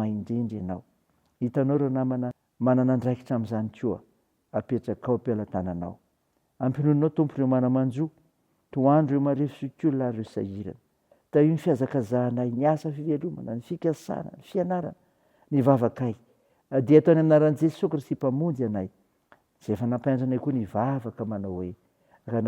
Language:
Malagasy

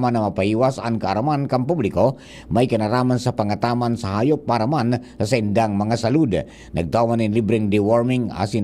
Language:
Bikol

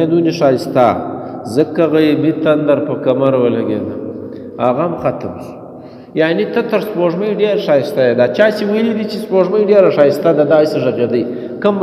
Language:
Pashto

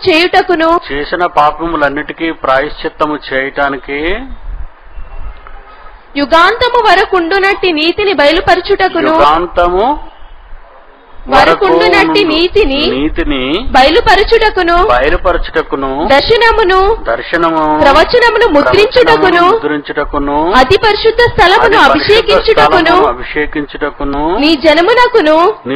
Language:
Telugu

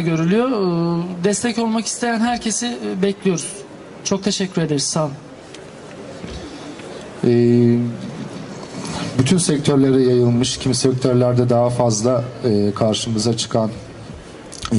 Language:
Turkish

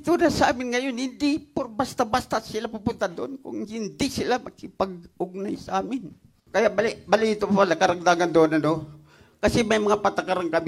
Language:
Filipino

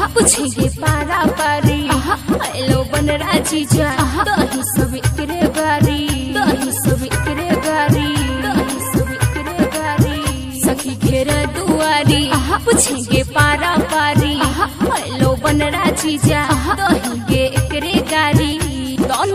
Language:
Bhojpuri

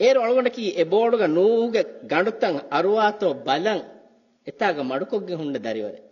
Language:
Divehi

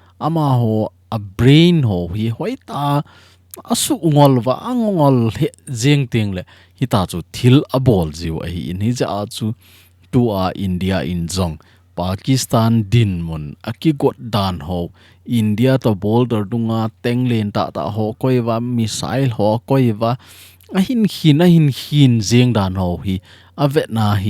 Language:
Thado Chin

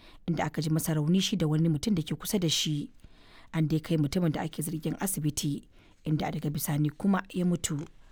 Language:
Hausa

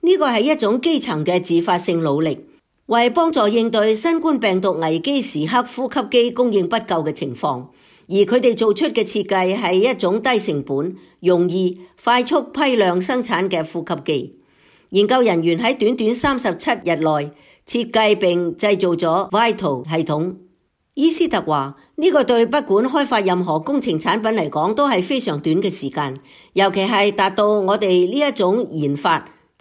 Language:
Cantonese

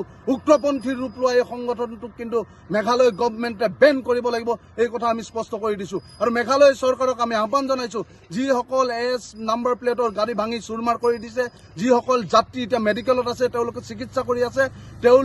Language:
Assamese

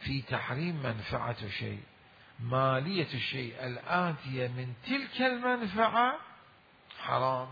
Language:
Mesopotamian Arabic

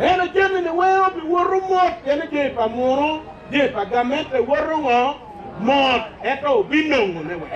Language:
Acoli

